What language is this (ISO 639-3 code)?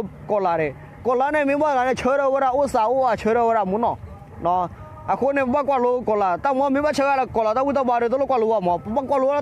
ksw